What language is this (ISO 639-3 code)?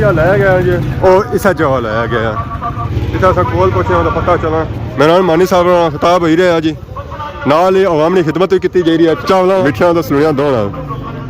phr